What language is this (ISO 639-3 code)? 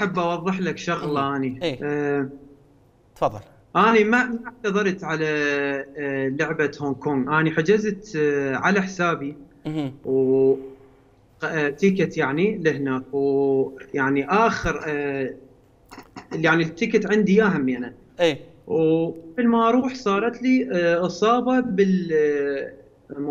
acm